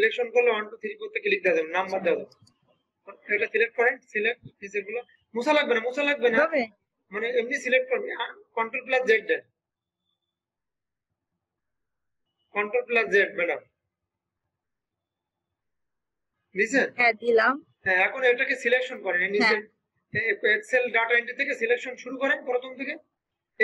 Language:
Bangla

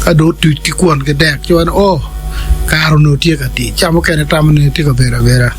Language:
Acoli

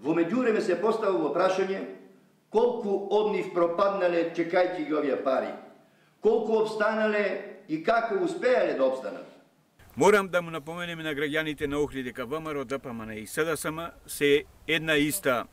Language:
Macedonian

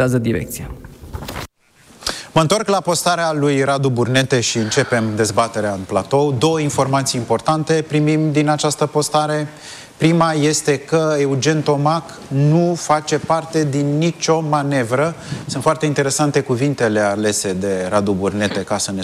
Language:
Romanian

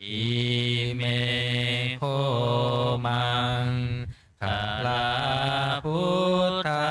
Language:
Pali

